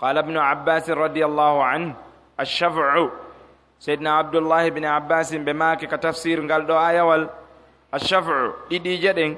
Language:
Pular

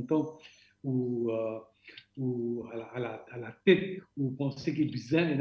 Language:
Morisyen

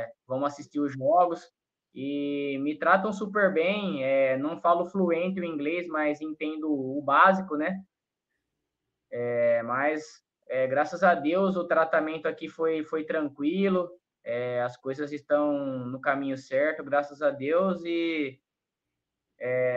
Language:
Portuguese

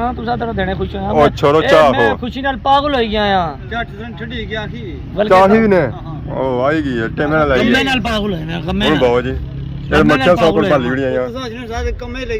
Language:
Pahari-Potwari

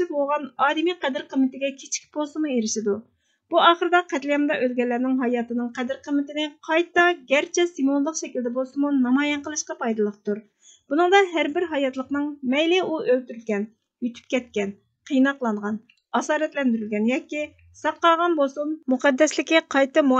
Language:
Uyghur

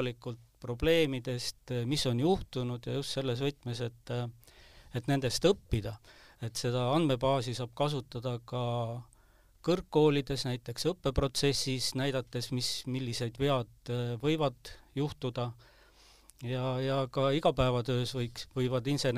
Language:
Estonian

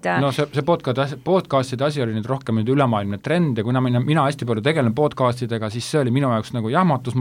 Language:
Estonian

